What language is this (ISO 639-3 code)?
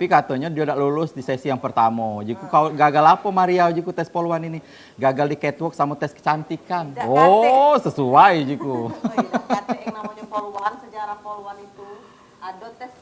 mui